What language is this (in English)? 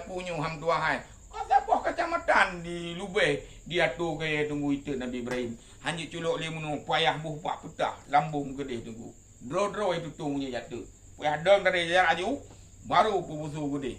Achinese